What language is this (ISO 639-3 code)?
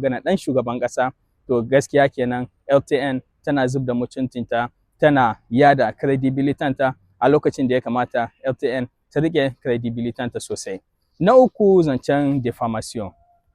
hau